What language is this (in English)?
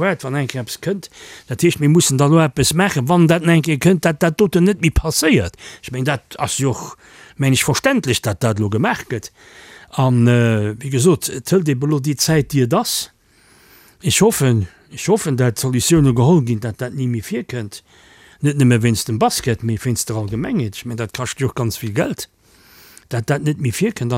Luxembourgish